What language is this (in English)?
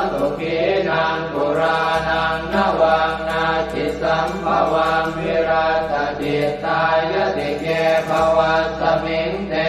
Pali